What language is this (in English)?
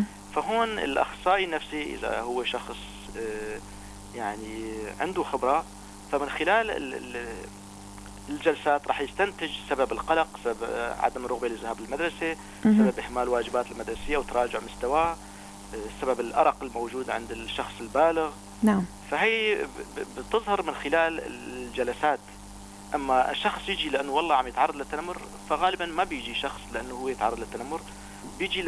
North Levantine Arabic